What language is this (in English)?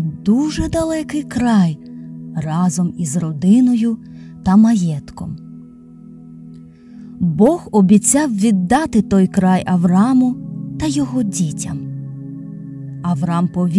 Ukrainian